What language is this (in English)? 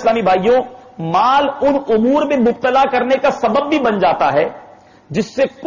Urdu